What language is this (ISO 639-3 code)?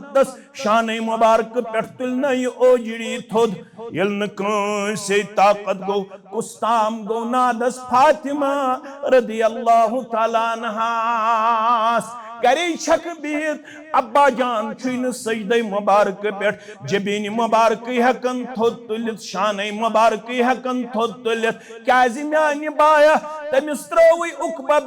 kas